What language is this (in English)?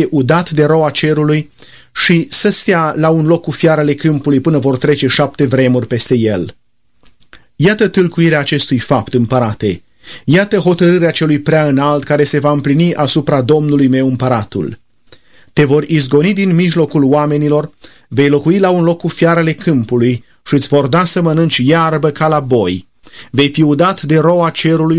Romanian